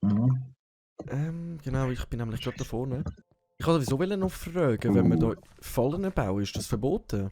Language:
Swiss German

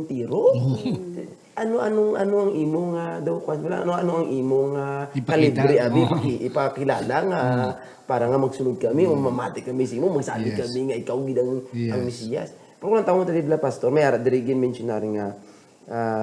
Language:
Hiligaynon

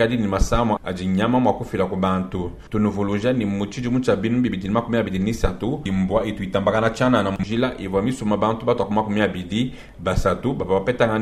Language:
Luba-Lulua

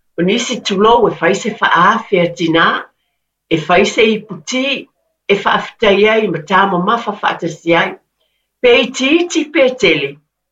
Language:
Samoan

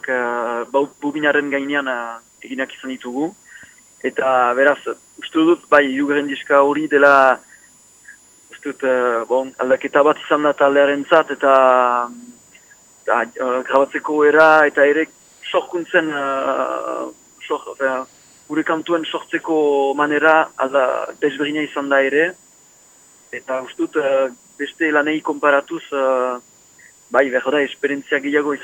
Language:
Basque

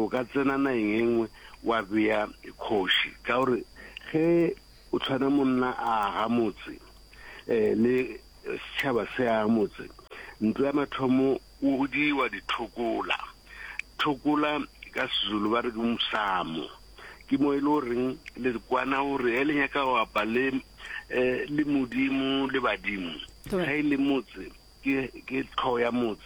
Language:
Northern Sotho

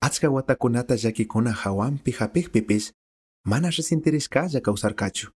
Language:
Chimborazo Highland Quichua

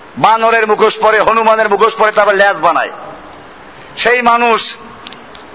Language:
Bangla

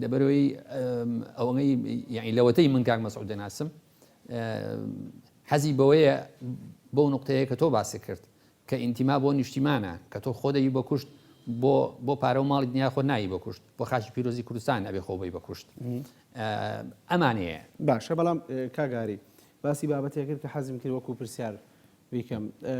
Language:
Central Kurdish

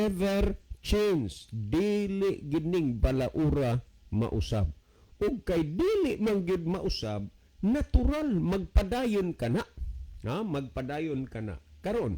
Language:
Cebuano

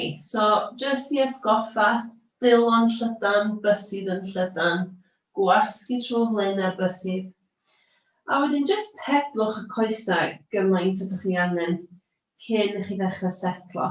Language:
Welsh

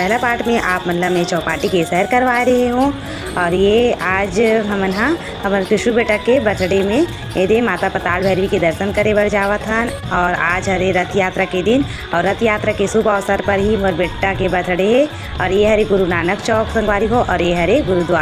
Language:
Chhattisgarhi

